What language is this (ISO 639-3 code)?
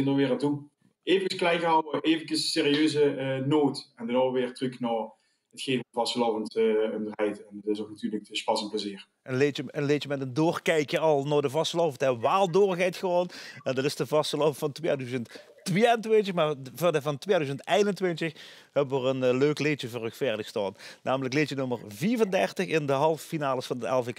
lim